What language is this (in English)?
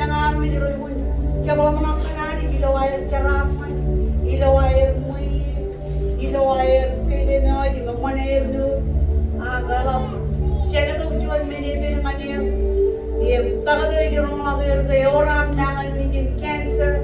Marshallese